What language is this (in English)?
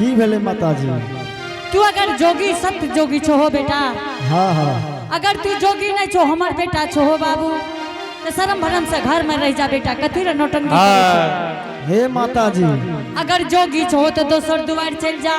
Angika